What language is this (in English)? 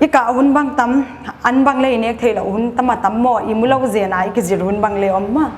Paite Chin